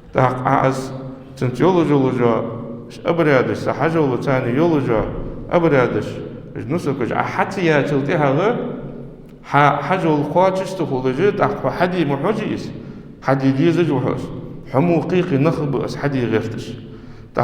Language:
Ingush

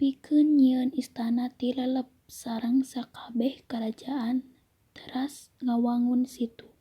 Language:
Sundanese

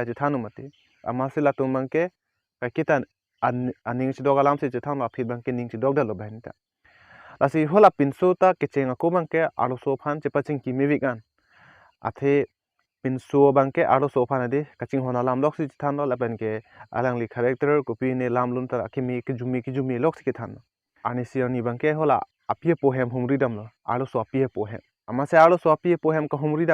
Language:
Karbi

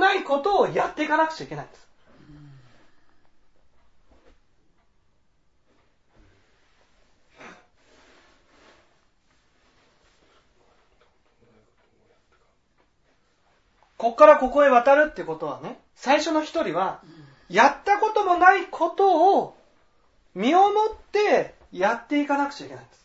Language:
Japanese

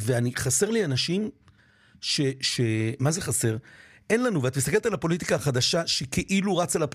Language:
Hebrew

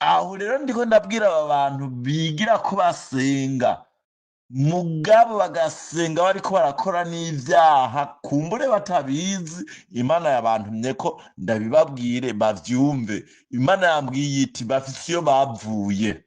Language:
Rundi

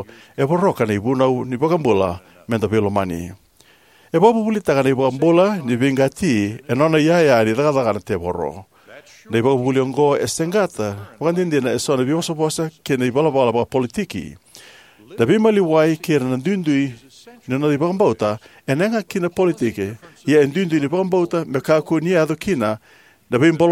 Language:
Fijian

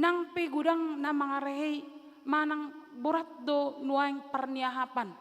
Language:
Batak Toba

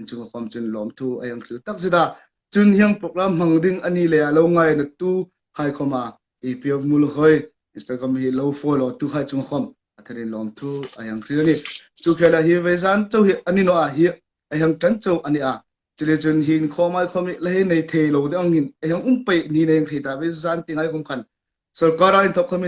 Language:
Hmar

